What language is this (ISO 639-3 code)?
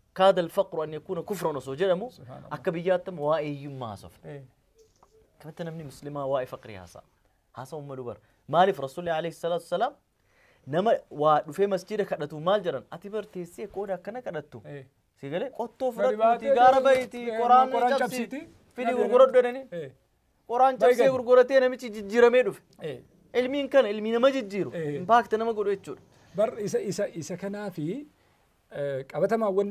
orm